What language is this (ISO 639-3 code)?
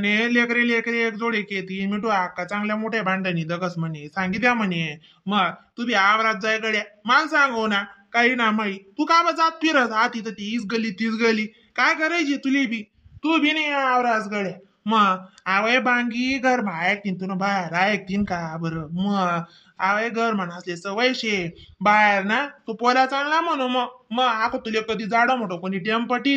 khn